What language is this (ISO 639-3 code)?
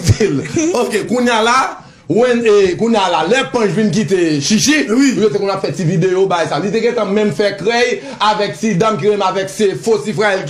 hat